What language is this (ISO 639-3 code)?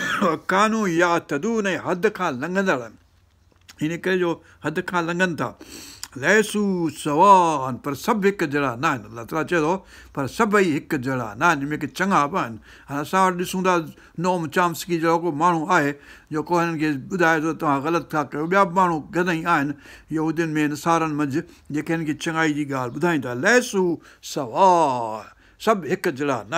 snd